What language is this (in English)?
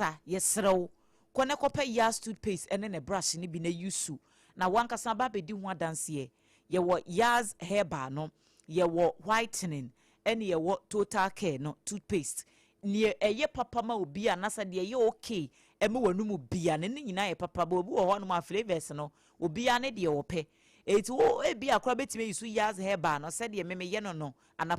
Akan